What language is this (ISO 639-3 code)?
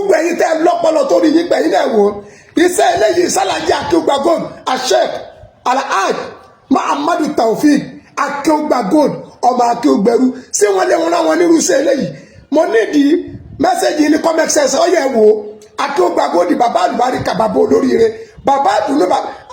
yor